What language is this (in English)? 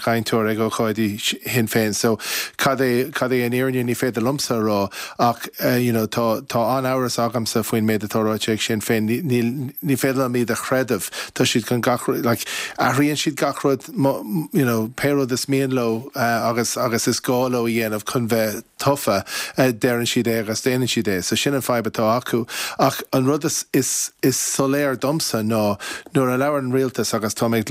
Irish